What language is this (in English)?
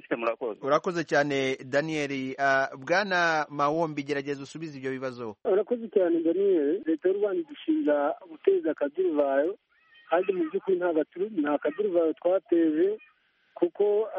Kinyarwanda